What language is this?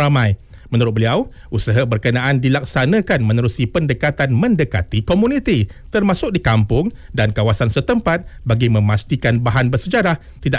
Malay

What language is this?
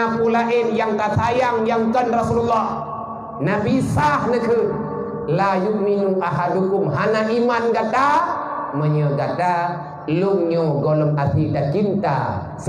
Achinese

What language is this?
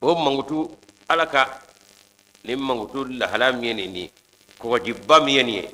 Bambara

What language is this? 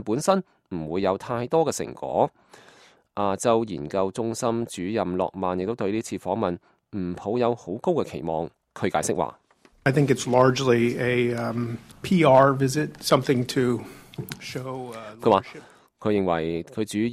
Cantonese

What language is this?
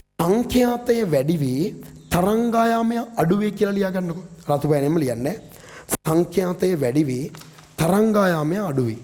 Sinhala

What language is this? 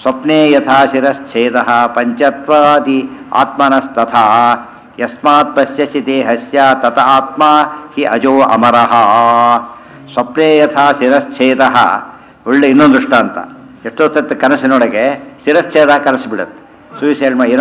Kannada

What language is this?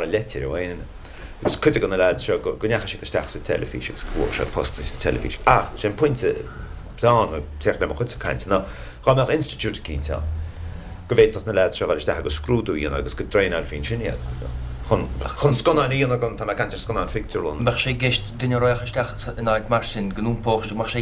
Irish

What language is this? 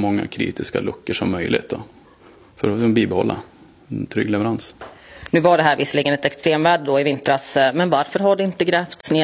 Swedish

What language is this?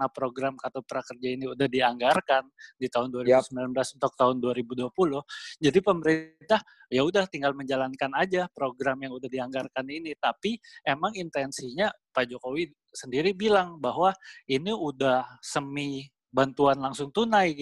Indonesian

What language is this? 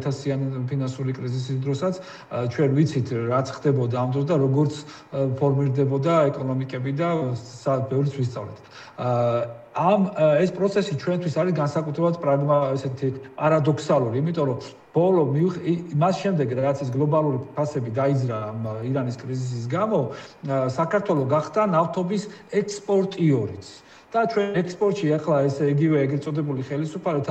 Georgian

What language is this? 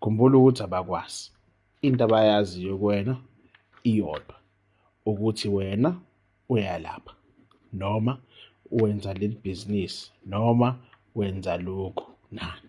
Zulu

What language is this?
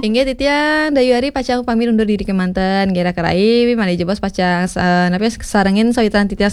Balinese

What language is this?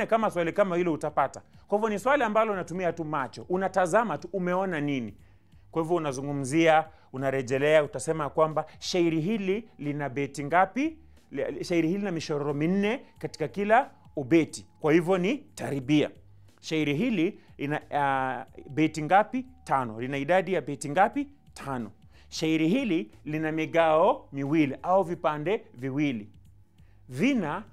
Swahili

